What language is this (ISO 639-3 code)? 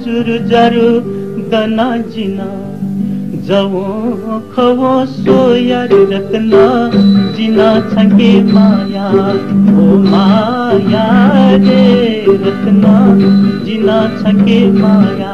new